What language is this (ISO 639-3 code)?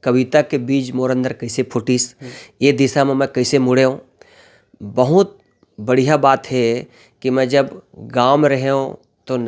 hne